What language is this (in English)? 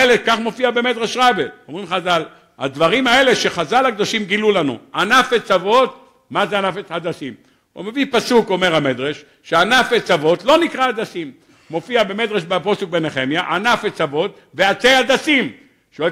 Hebrew